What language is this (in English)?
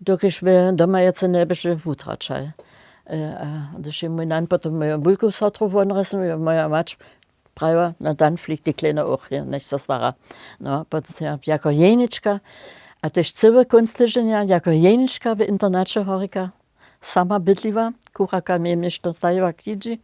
Upper Sorbian